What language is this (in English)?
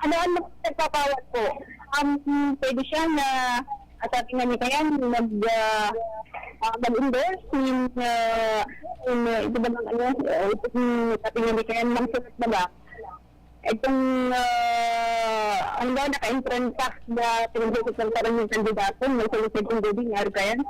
Bikol